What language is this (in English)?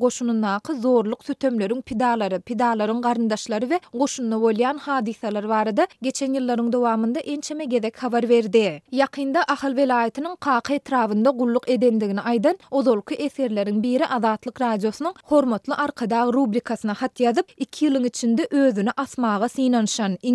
Turkmen